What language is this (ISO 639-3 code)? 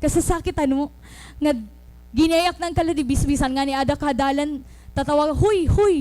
war